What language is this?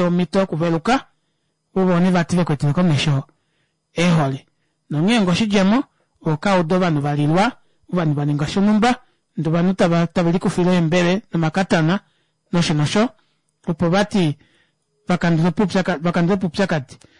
Kuanyama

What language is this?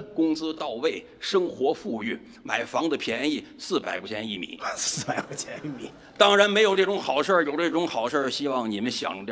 Chinese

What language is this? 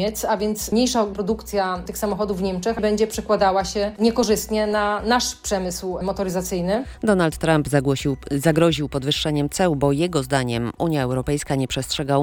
Polish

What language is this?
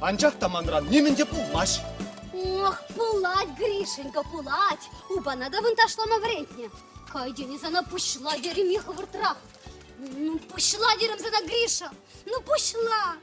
Chuvash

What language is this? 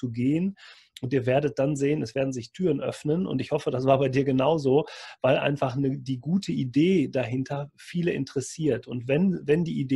German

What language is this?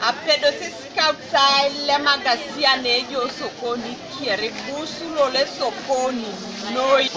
Teso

